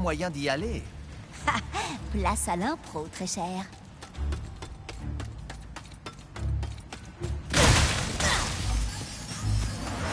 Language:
French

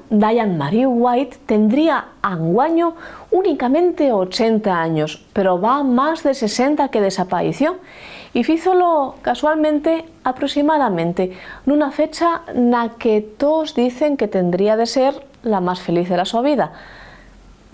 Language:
Asturian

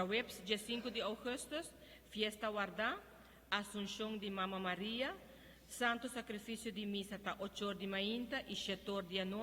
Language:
Papiamento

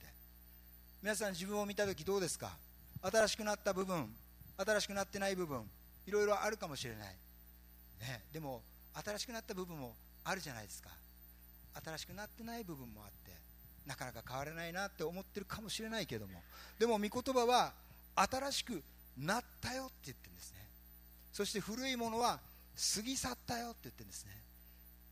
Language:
Japanese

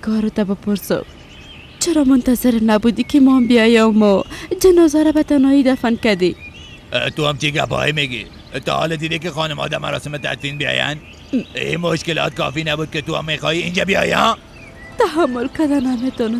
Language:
Persian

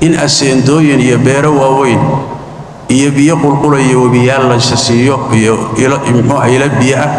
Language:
Somali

